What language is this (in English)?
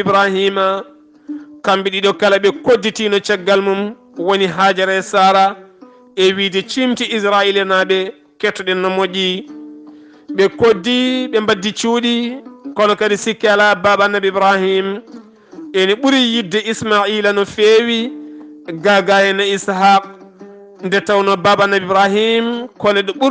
Fula